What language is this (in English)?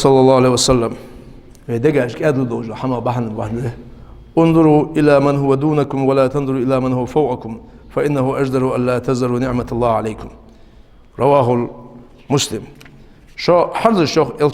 Ingush